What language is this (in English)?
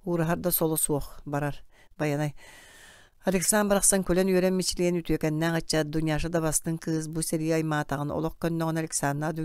Yakut